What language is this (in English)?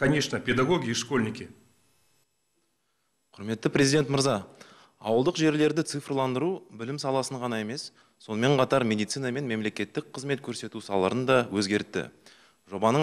Kazakh